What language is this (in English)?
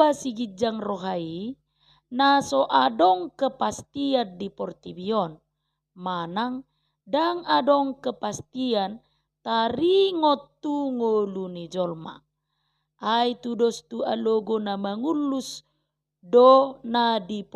Batak Toba